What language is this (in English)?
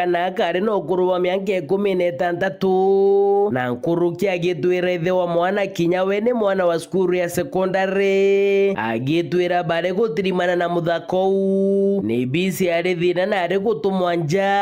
Meru